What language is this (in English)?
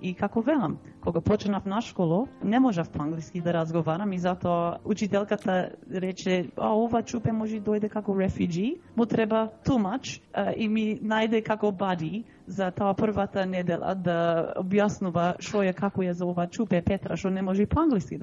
Macedonian